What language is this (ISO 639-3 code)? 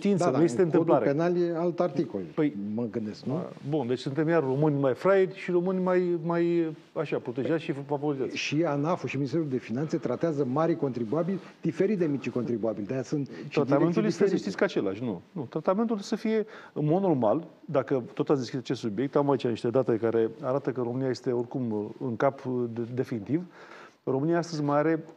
ron